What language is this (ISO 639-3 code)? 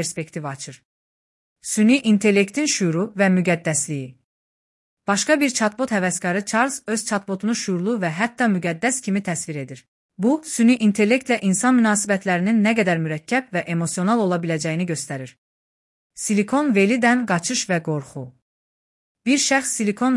aze